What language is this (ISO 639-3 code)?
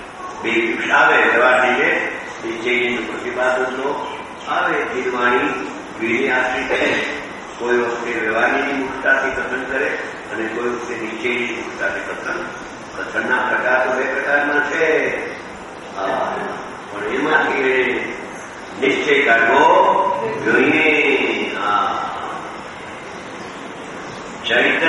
guj